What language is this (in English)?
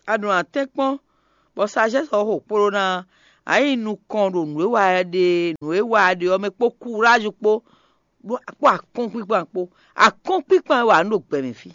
Fon